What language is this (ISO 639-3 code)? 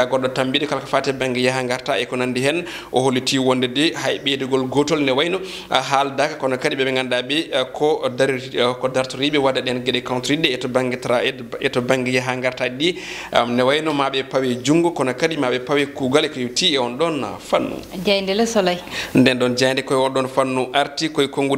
ful